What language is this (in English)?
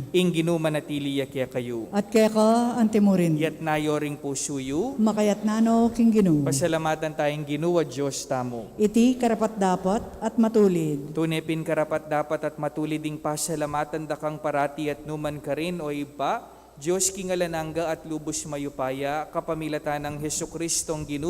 Pampanga